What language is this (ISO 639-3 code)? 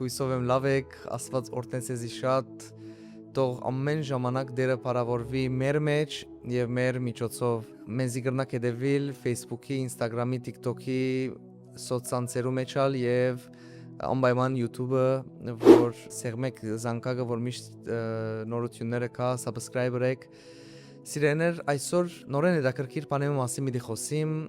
hyw